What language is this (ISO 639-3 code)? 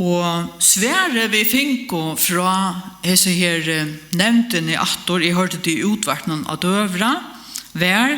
fao